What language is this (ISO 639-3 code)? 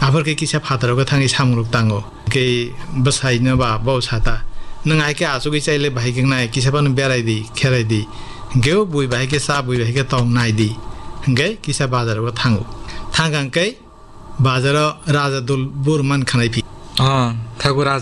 trp